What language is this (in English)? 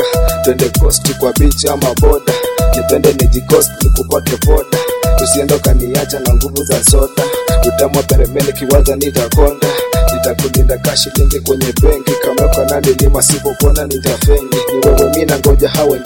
Swahili